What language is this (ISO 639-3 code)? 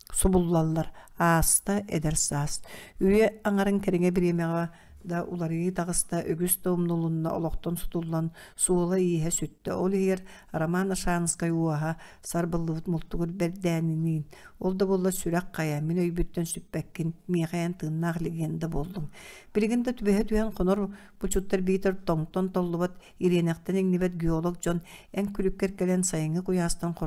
sah